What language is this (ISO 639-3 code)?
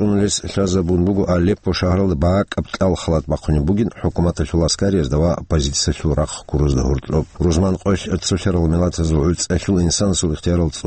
ava